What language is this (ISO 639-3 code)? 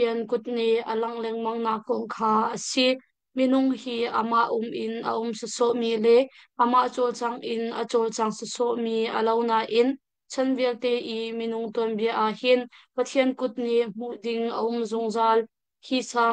cnh